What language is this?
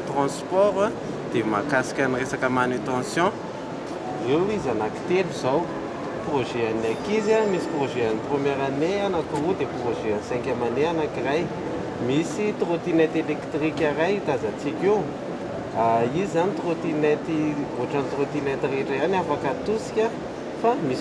Malagasy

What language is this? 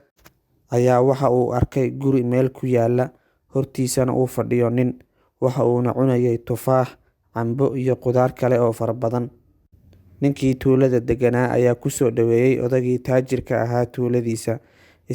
Somali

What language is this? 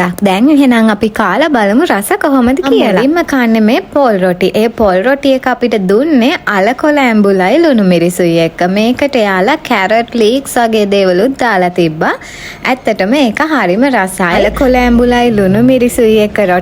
Sinhala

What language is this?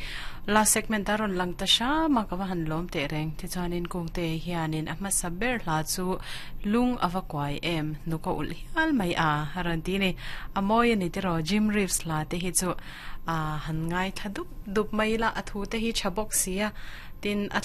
Mizo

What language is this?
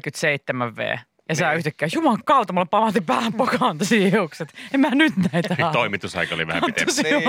Finnish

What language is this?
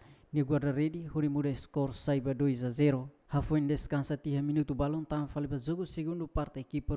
Tetum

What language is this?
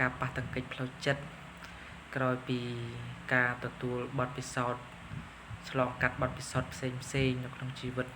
Khmer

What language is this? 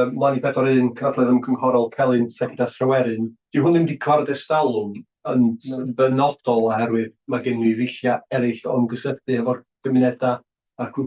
Welsh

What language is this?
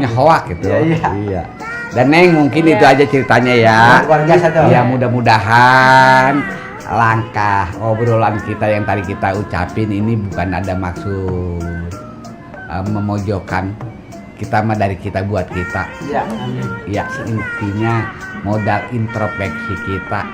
Betawi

